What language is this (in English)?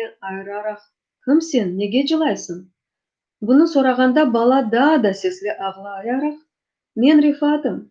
Crimean Tatar